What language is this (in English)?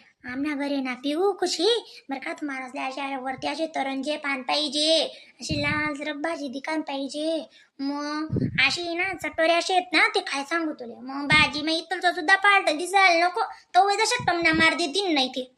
Khandesi